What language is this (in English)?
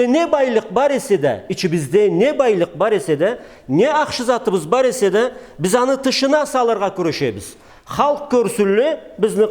Karachay-Balkar